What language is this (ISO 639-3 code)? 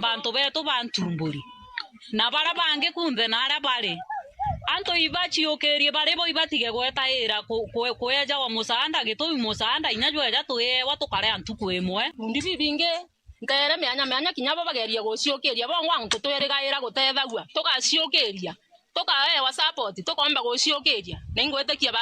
mer